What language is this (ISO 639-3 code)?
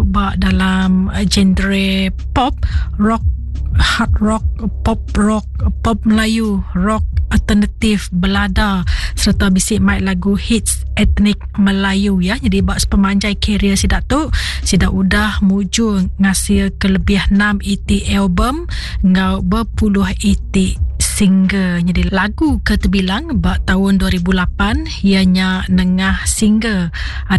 iba